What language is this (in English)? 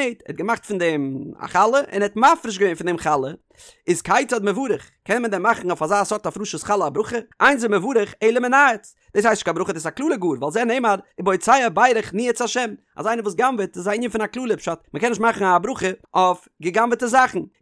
Yiddish